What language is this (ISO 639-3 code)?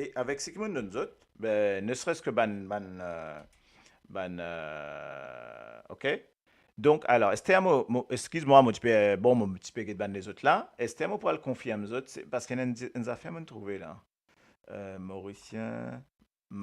mfe